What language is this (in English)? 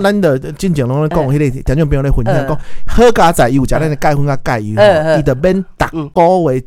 Min Nan Chinese